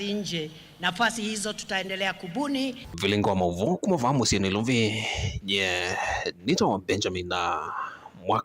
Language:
Kamba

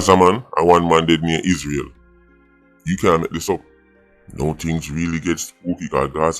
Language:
Jamaican Creole English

